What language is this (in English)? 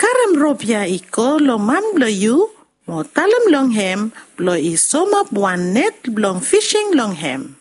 Bislama